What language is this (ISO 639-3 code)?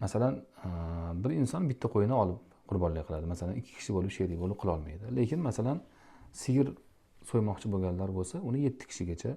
uzb